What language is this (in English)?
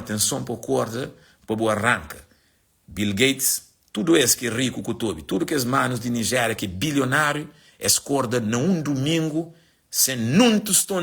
Kabuverdianu